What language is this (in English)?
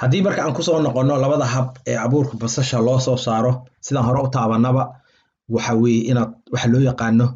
Somali